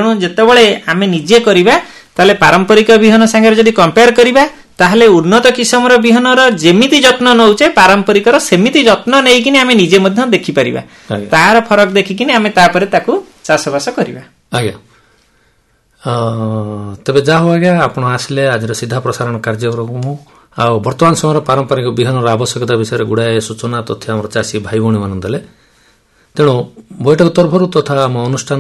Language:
Odia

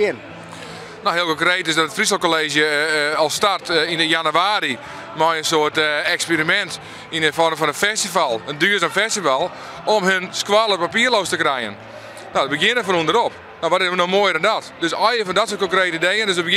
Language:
Western Frisian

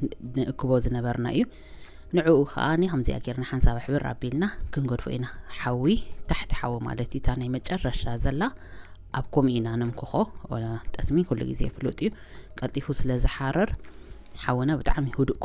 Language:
Tigrinya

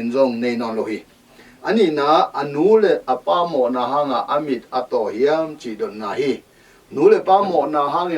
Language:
Tedim Chin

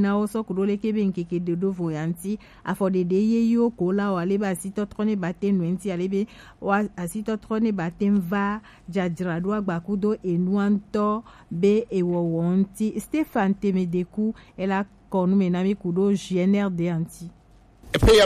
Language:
Gen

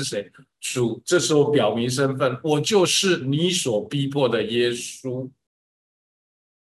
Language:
Chinese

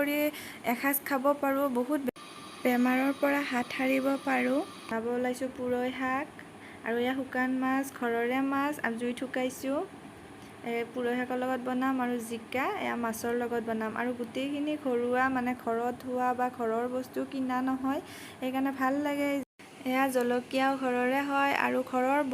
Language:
Assamese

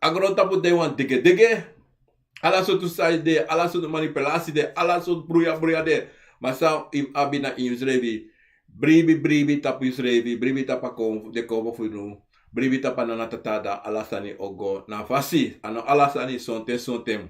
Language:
Sranan Tongo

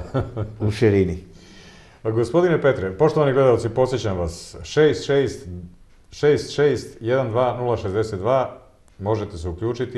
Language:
Serbian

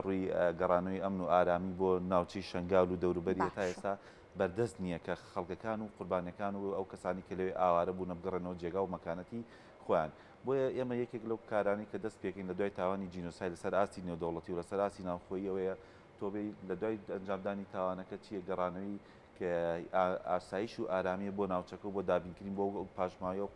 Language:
Central Kurdish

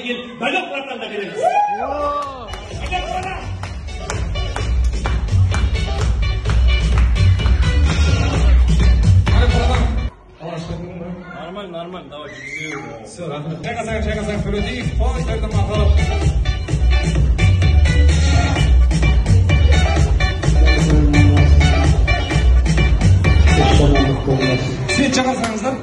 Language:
Kazakh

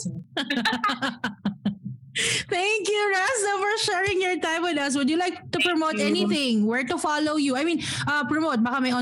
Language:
Filipino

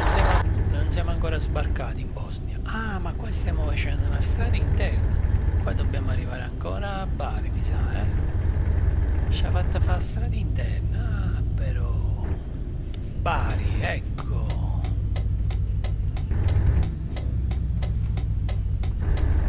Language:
Italian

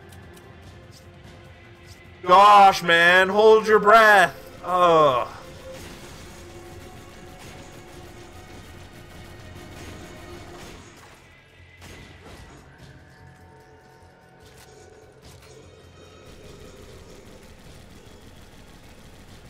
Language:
English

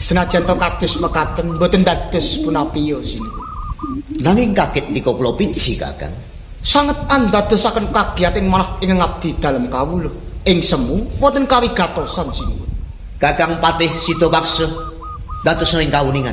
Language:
Javanese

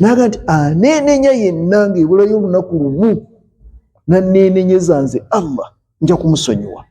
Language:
Ganda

